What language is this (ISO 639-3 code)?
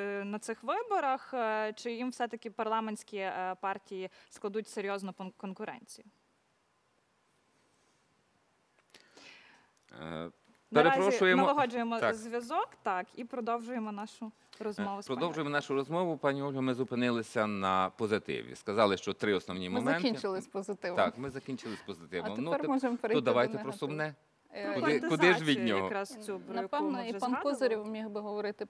ukr